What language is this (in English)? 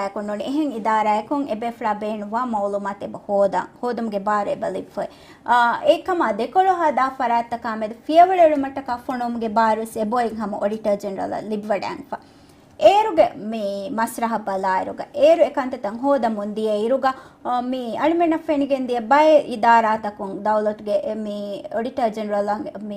Divehi